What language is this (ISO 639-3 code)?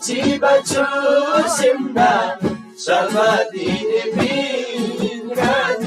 taj